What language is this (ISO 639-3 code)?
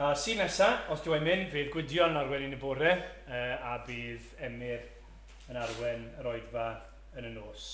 cym